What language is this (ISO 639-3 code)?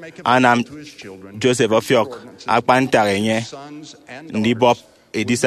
efi